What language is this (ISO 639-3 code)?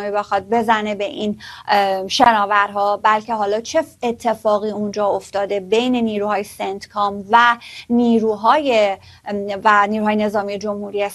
fas